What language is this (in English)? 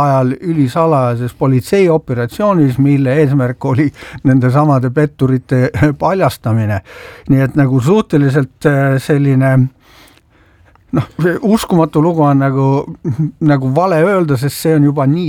Estonian